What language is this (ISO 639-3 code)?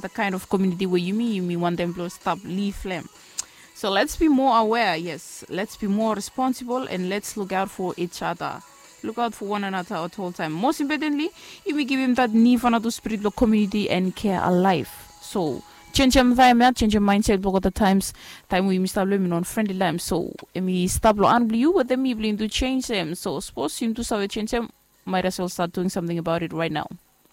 bis